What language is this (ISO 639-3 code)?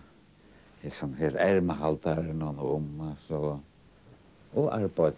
fao